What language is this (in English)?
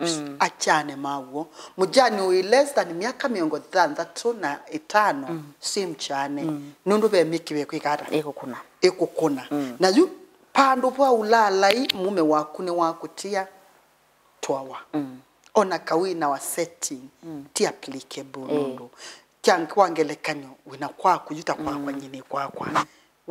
Kamba